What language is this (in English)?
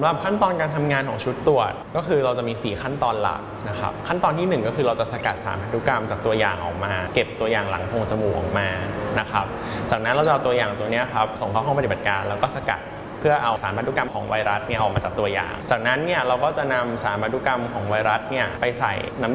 Thai